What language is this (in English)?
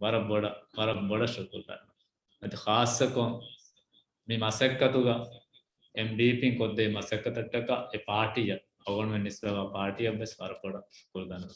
Divehi